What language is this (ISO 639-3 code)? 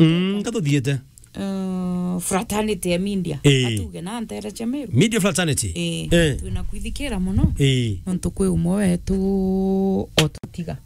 mer